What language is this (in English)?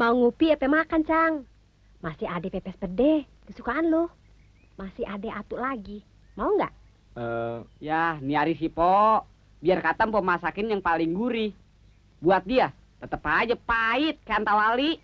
Betawi